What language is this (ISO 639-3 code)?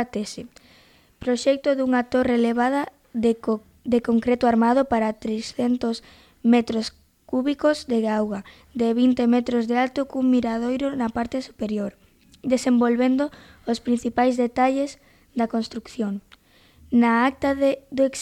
glg